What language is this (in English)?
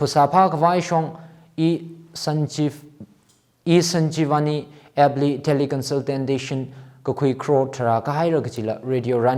Tangkhul Naga (India)